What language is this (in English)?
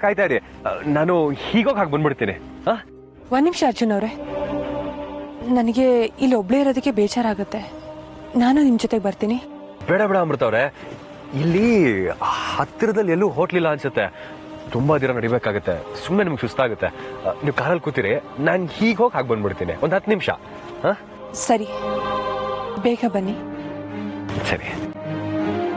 Kannada